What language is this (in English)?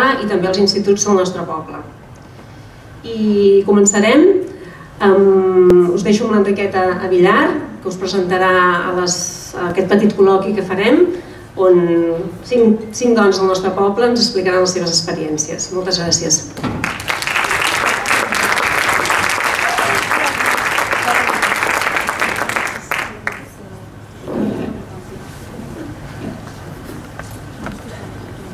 Catalan